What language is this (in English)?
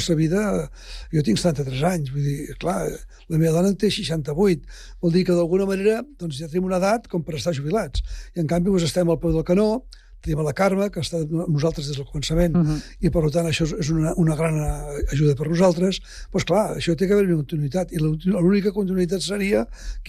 Catalan